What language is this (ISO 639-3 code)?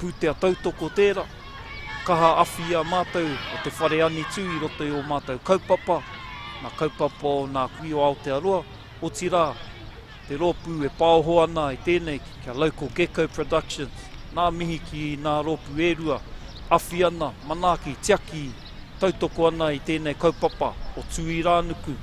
mri